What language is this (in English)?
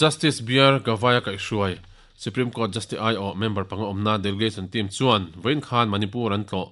Mizo